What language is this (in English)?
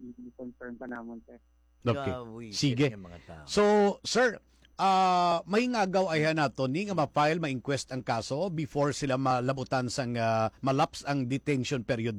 Hiligaynon